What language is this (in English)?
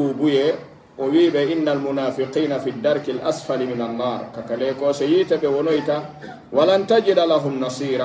Pular